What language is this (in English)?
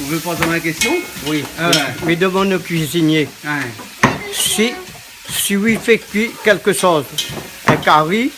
Réunion Creole French